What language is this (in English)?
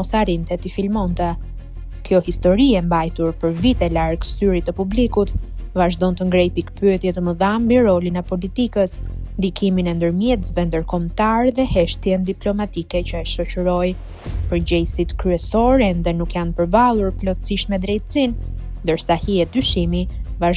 Albanian